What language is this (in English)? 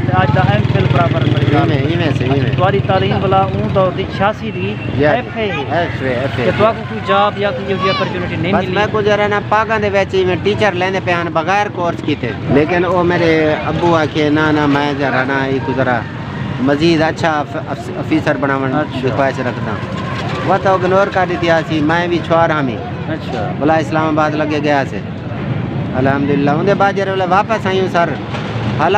Saraiki